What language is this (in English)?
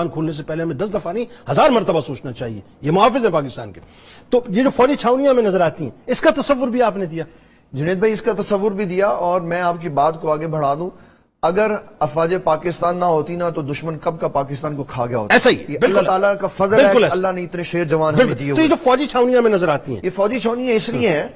Urdu